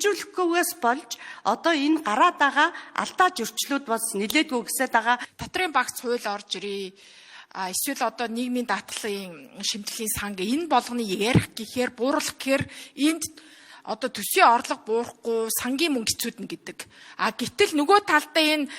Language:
Mongolian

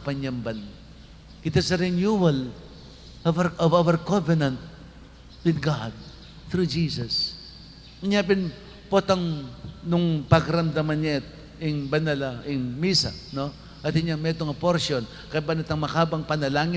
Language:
Pampanga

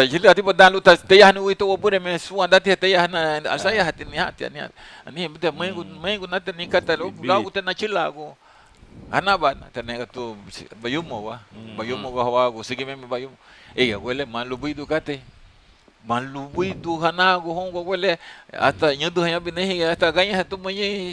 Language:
Garifuna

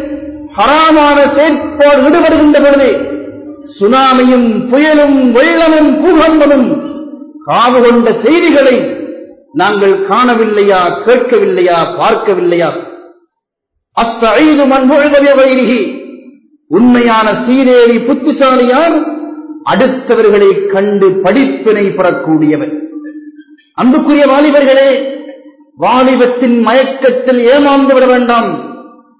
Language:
Tamil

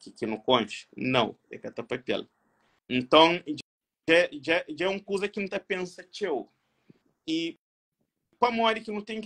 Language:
Kabuverdianu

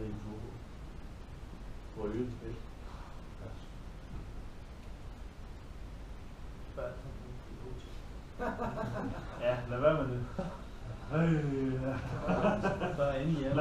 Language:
Danish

